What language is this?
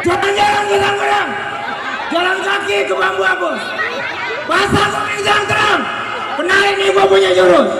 Betawi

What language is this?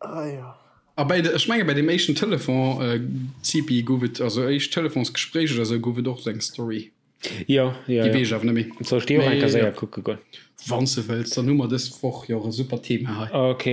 Luxembourgish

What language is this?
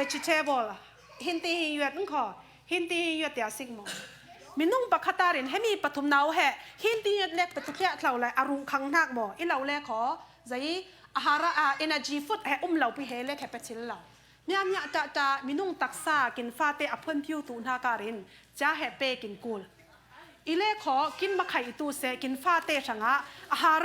Falam Chin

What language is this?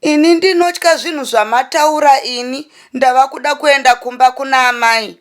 Shona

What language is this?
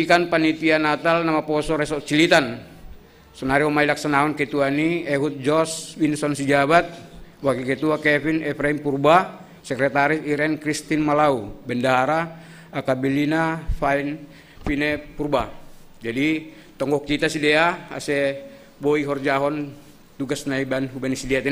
Batak Simalungun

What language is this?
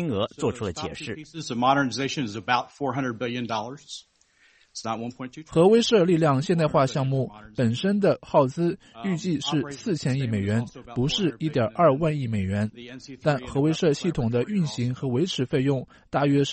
Chinese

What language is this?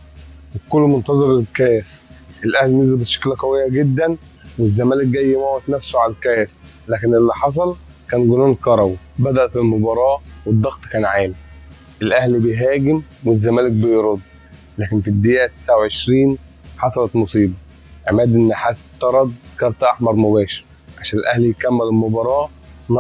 Egyptian Arabic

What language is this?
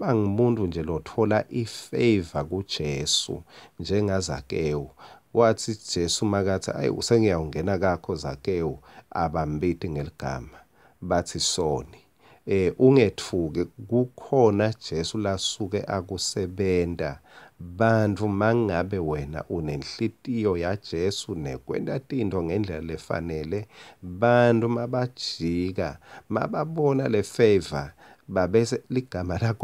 Swati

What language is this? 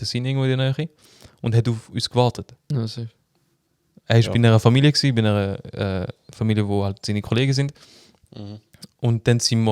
Swiss German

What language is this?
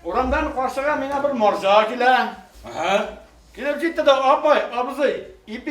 Bashkir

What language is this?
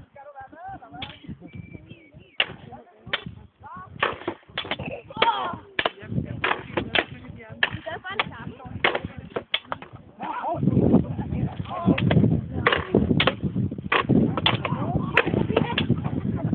Danish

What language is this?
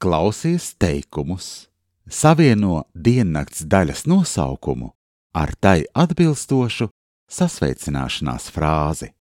Latvian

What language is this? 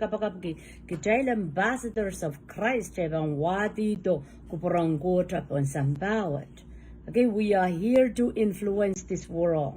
Pohnpeian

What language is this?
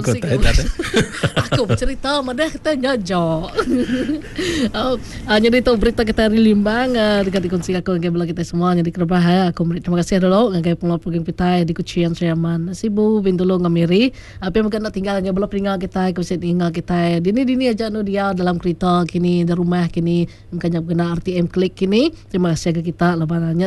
Malay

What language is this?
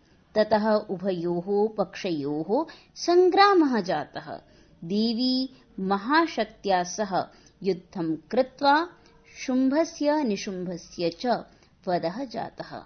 Sanskrit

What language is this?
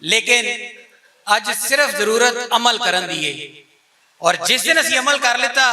Western Panjabi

